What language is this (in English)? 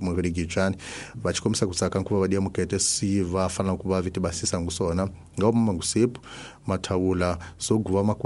Tsonga